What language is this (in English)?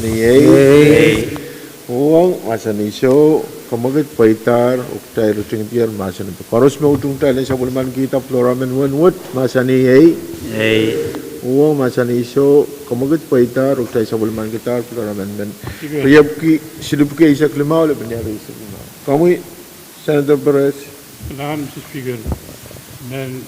Pohnpeian